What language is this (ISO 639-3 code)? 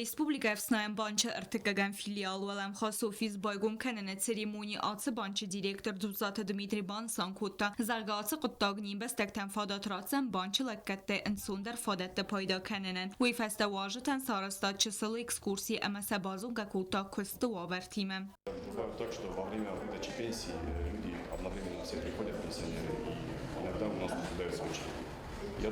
oss